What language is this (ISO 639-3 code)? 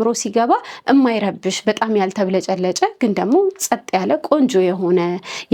amh